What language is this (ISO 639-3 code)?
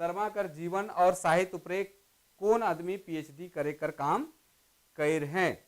sck